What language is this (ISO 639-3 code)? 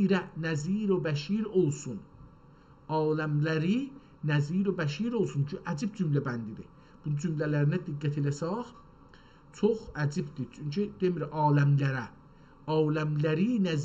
azb